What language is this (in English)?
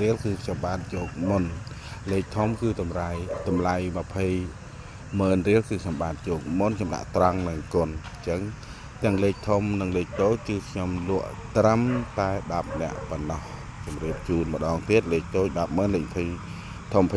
Khmer